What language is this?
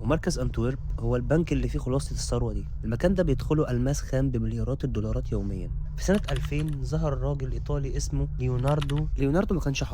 Egyptian Arabic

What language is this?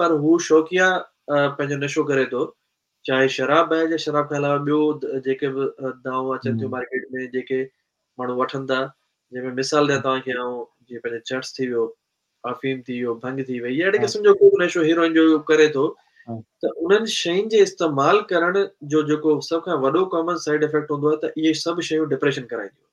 Sindhi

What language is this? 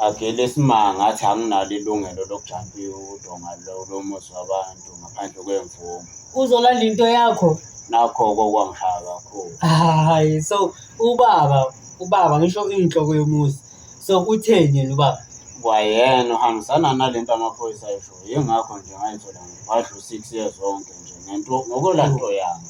Zulu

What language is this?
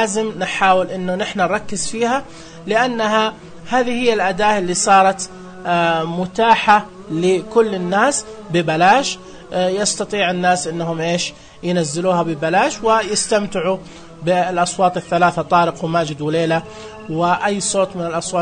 Najdi Arabic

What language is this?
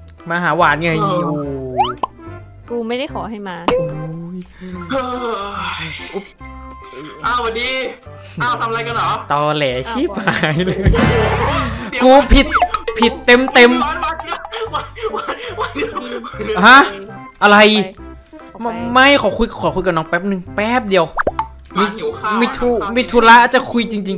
Thai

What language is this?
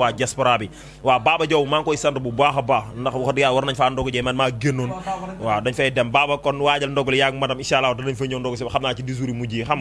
Wolof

